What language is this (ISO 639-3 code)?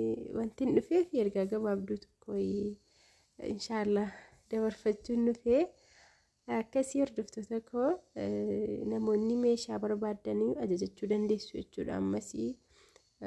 orm